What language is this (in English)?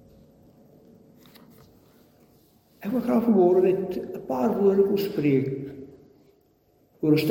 Afrikaans